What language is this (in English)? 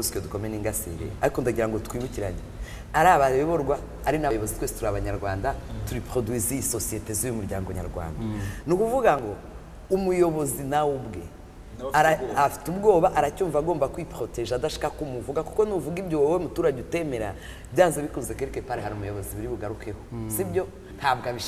Kinyarwanda